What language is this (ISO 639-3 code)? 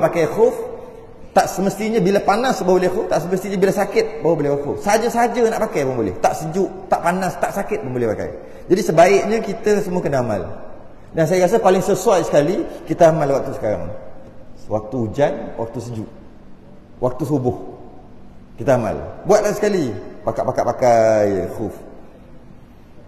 msa